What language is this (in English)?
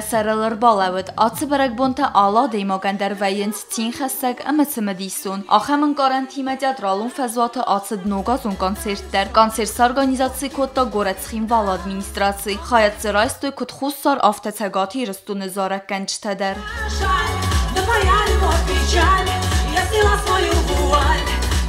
Ossetic